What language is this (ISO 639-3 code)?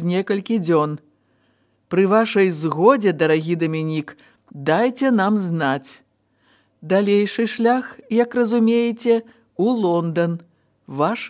bel